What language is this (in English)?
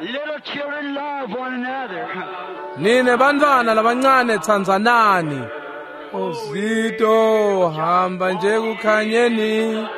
Swati